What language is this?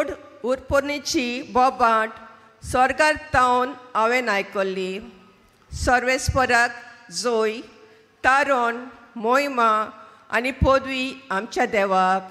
Konkani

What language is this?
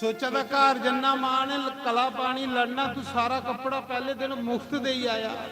Dogri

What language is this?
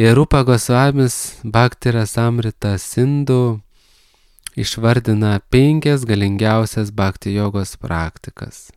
Lithuanian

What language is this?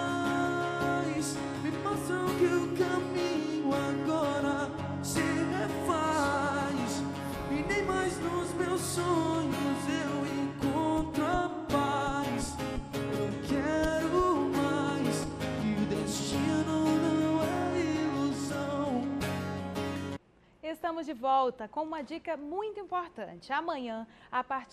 Portuguese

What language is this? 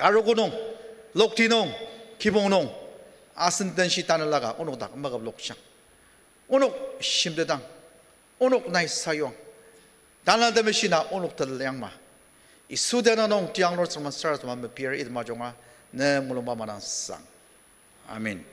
Ao Naga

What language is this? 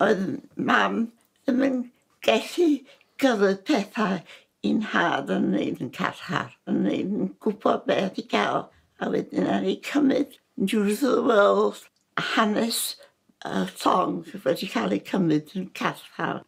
Welsh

